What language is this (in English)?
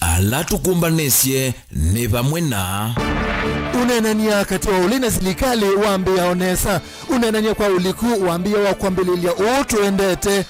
Kamba